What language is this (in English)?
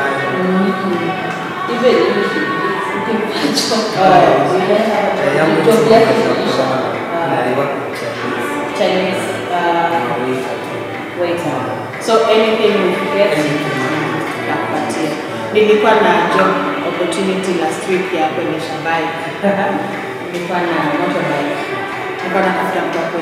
Swahili